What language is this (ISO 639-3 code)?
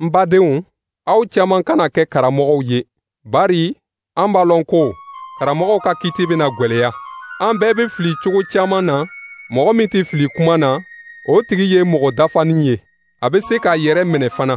dyu